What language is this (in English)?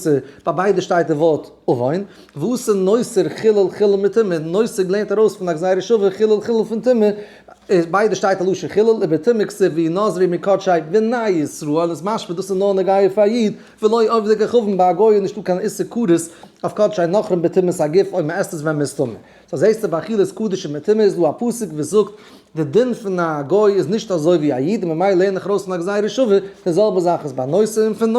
Yiddish